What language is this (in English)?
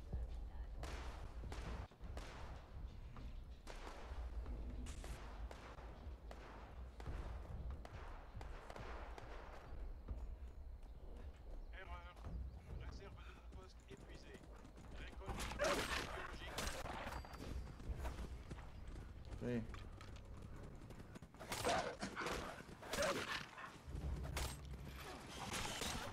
French